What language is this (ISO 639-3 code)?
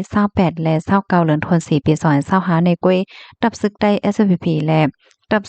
shn